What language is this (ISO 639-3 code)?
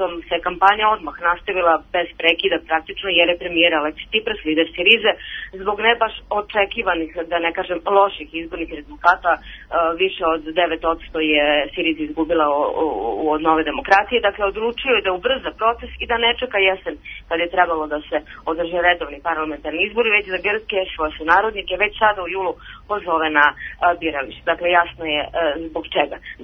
srp